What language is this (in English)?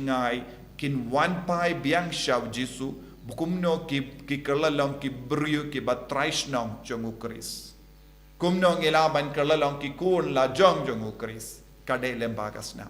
Khasi